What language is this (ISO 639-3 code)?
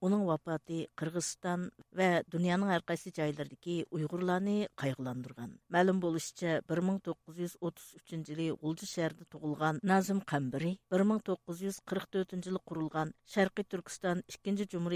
uig